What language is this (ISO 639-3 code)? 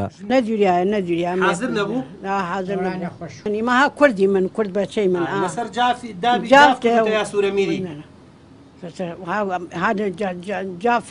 ckb